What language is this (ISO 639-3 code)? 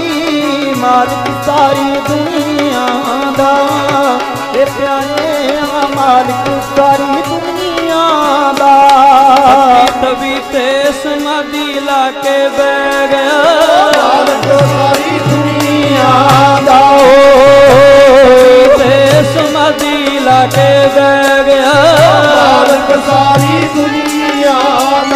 pan